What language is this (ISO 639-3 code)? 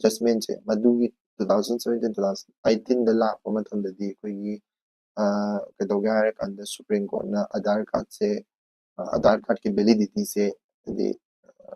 mni